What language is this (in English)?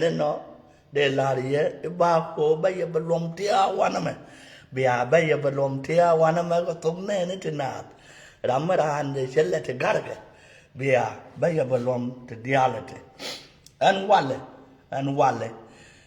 Nuer